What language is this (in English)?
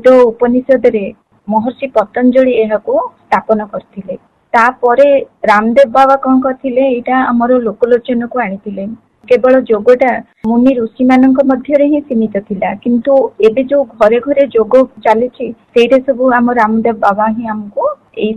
Odia